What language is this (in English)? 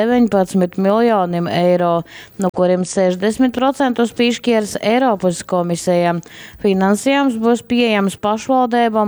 Latgalian